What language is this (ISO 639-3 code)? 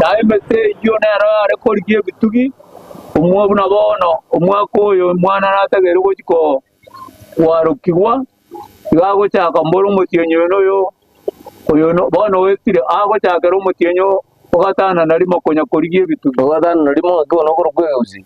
guz